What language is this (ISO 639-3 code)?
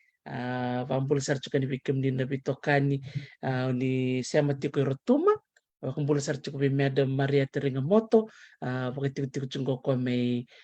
fij